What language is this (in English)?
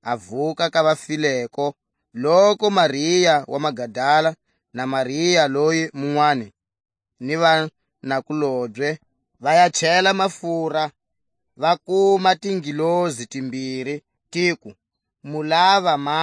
Tswa